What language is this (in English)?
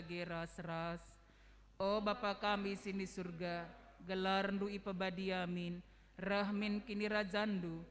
Batak Karo